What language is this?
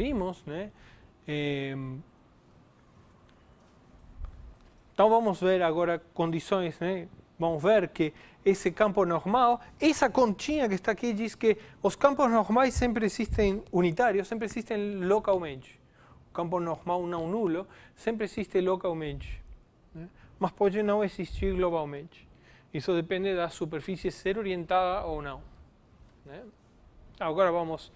Portuguese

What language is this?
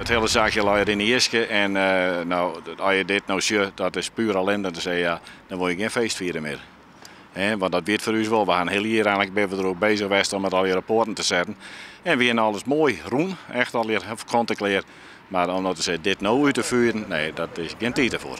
Western Frisian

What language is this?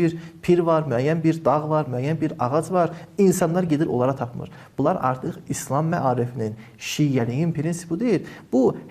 Azerbaijani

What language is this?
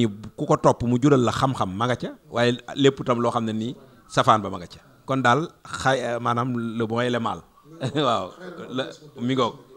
Wolof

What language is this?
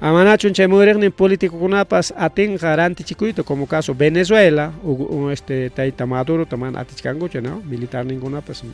Ayacucho Quechua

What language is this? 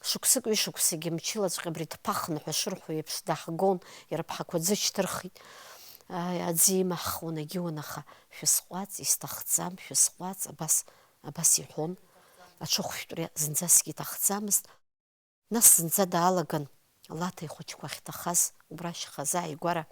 Abkhazian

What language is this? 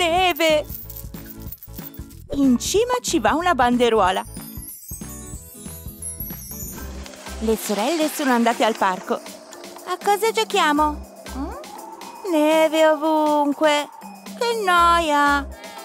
Italian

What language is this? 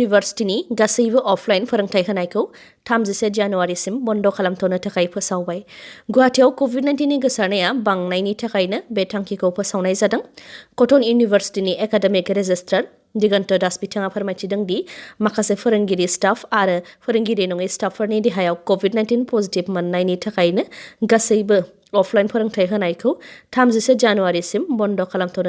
Bodo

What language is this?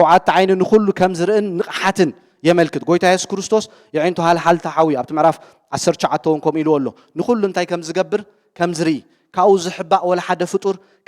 Tigrinya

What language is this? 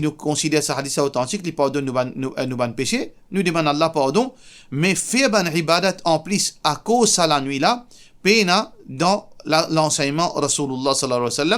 Morisyen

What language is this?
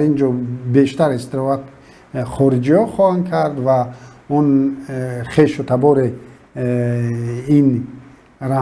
Tajik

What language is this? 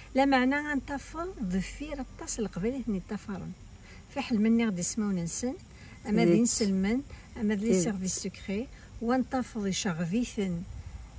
Kabyle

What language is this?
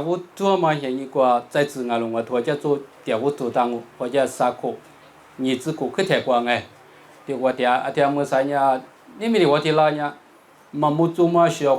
Lisu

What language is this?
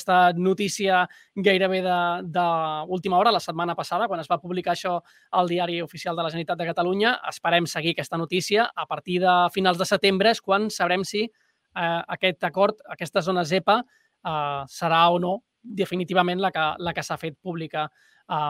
Catalan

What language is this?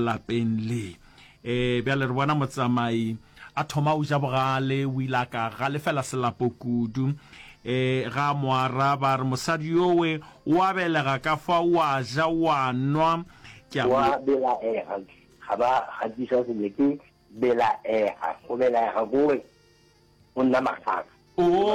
Northern Sotho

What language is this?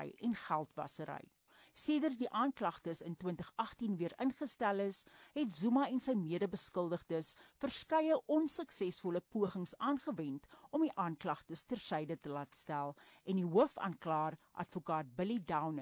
Afrikaans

